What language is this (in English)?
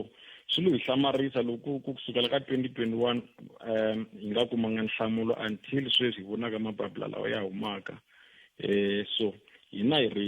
Tsonga